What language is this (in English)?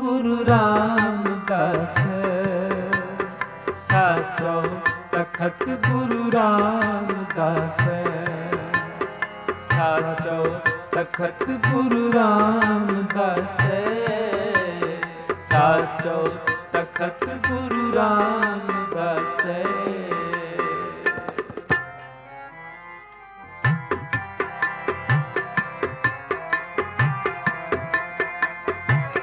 Punjabi